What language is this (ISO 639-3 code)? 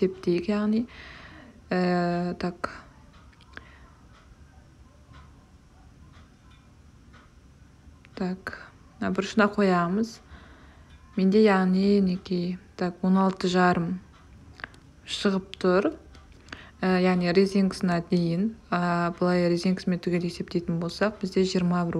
kaz